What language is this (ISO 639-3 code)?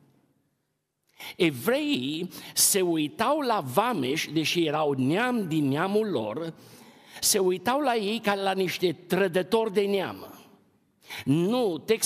ron